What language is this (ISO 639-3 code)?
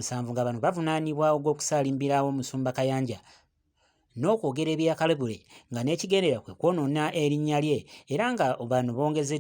lug